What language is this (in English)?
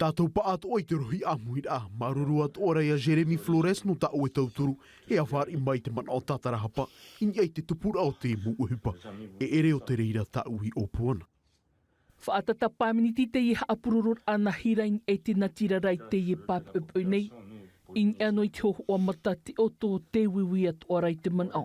Tahitian